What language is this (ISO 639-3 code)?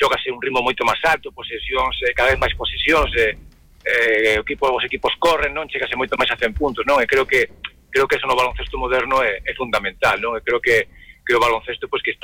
glg